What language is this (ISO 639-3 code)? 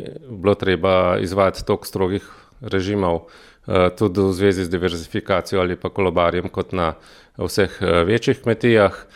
slv